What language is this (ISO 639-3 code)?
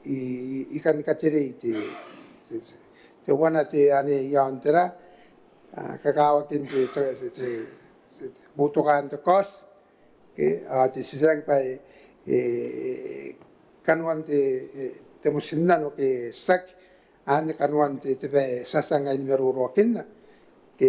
gil